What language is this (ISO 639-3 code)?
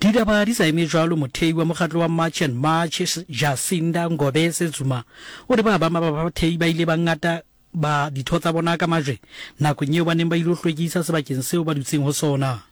sot